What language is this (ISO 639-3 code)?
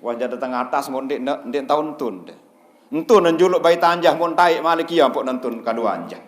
sas